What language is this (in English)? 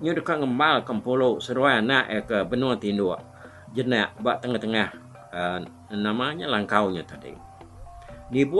Iban